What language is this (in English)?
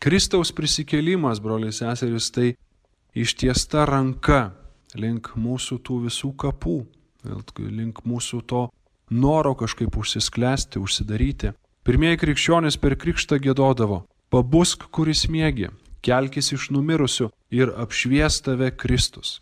Lithuanian